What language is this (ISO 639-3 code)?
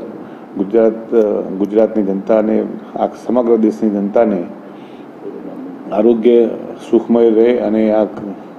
guj